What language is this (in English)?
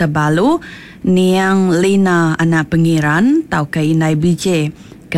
Iban